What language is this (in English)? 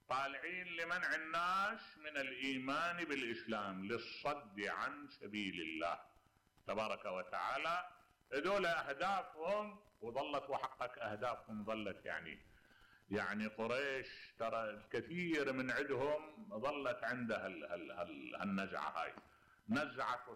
Mesopotamian Arabic